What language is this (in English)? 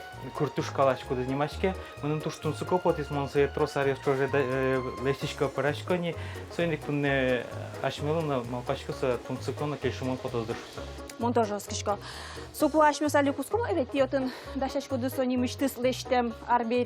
Udmurt